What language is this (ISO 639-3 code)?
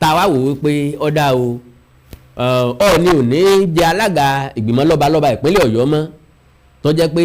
yor